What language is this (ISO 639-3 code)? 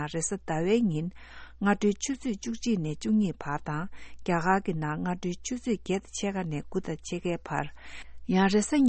bod